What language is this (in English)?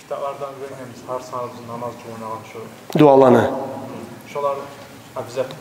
Kumyk